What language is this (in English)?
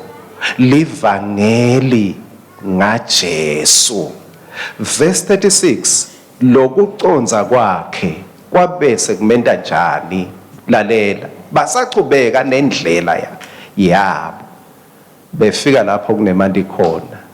Swati